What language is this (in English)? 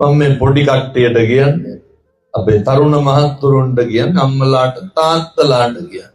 Sinhala